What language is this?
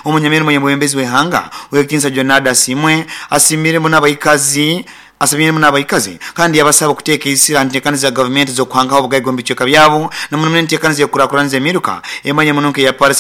Nyoro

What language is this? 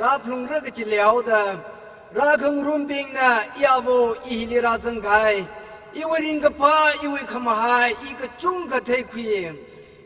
Tangkhul Naga (India)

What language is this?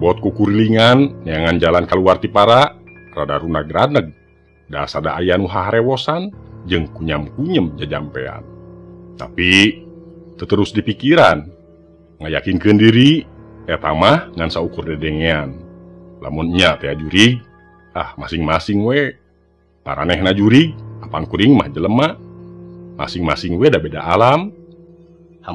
Sundanese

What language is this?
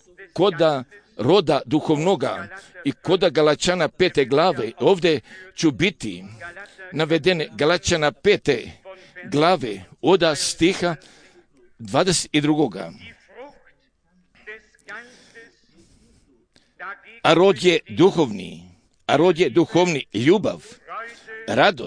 Croatian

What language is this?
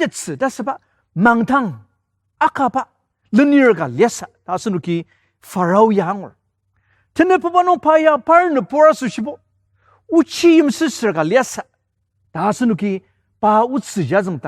Ao Naga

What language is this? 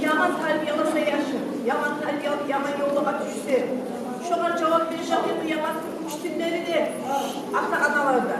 Kumyk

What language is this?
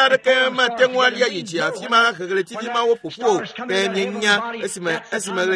Ewe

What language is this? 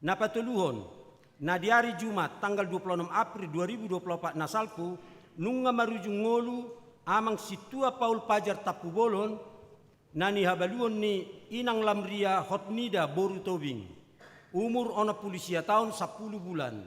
Batak Toba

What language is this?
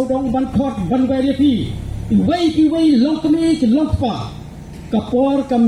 Khasi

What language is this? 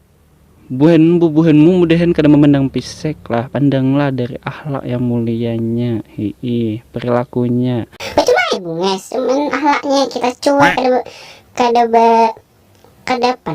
Banjar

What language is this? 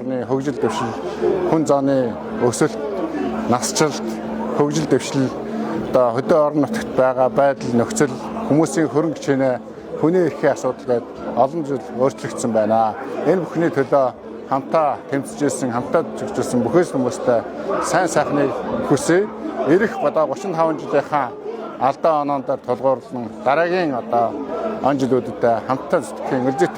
Mongolian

